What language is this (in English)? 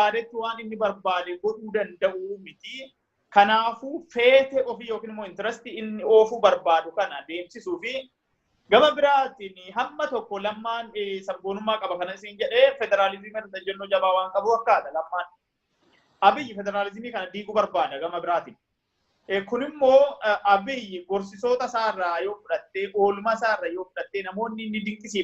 Oromo